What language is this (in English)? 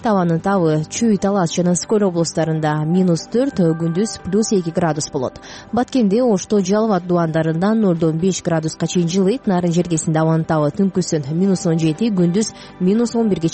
Kyrgyz